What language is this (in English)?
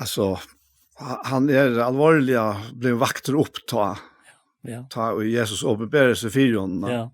Faroese